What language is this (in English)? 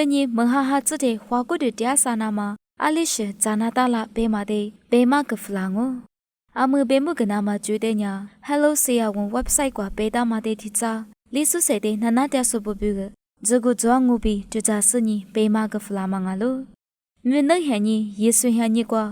Lisu